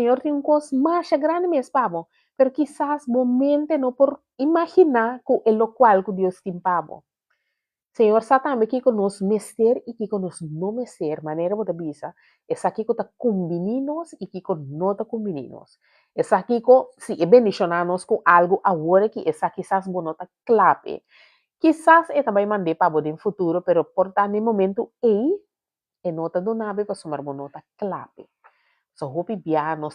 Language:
Papiamento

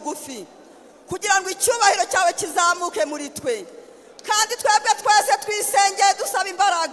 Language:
Kinyarwanda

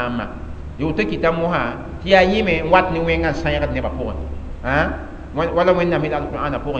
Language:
Mossi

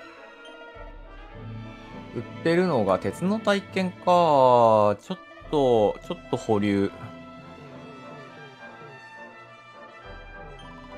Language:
Japanese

